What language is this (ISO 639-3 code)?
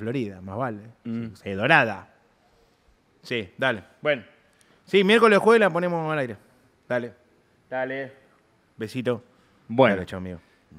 spa